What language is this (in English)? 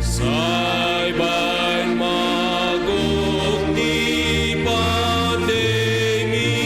Batak Simalungun